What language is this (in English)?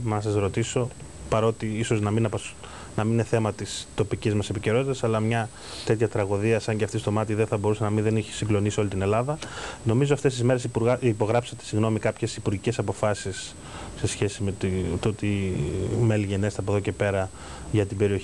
Greek